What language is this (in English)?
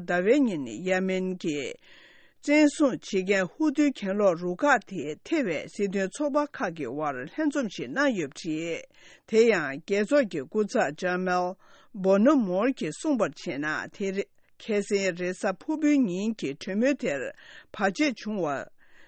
Tibetan